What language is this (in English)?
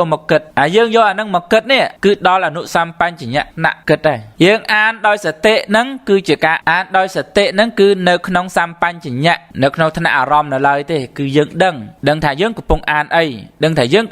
Khmer